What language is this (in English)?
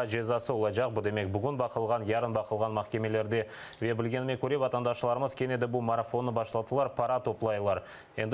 Crimean Tatar